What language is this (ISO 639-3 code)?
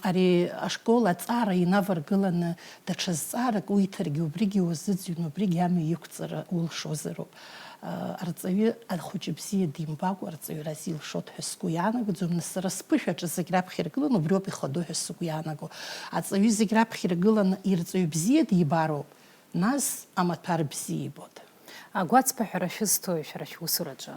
abk